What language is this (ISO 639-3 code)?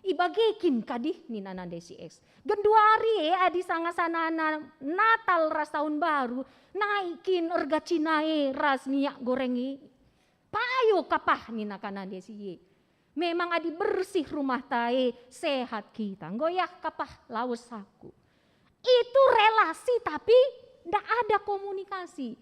btx